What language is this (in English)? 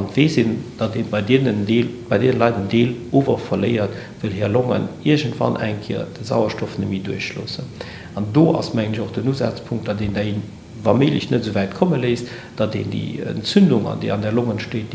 Luxembourgish